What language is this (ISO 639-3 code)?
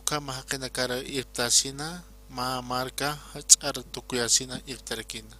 aym